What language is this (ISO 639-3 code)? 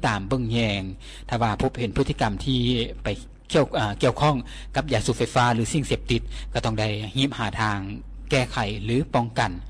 lao